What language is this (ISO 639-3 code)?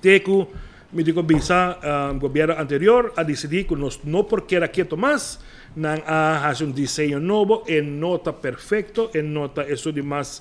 pap